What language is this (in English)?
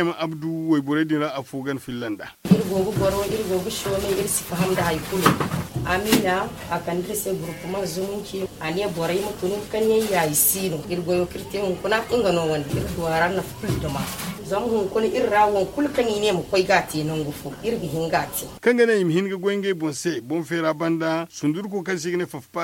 Zarma